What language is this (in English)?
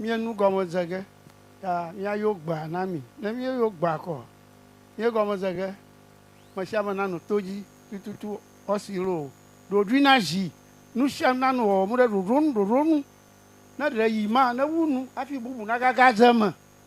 Ewe